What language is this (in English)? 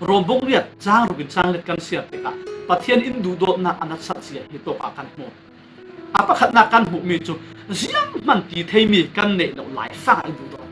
Falam Chin